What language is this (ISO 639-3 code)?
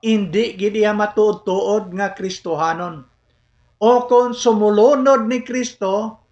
hil